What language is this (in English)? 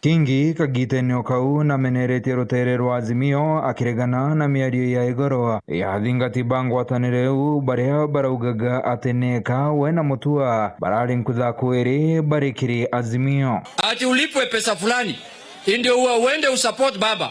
Meru